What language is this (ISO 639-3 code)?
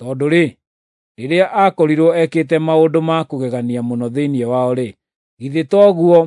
kik